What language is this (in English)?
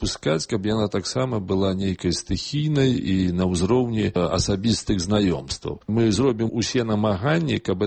Belarusian